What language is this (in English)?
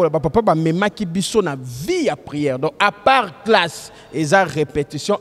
Lingala